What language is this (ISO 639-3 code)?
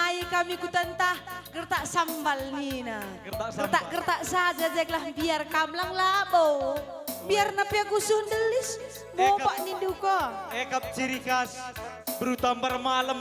btx